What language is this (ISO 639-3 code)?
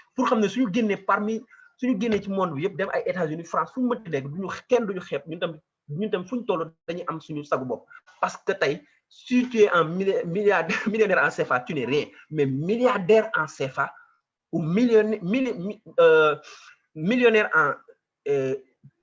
wol